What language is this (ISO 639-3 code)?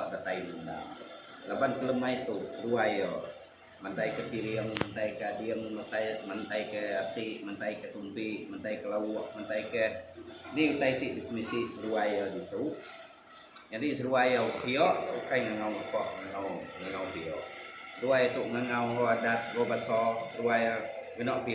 iba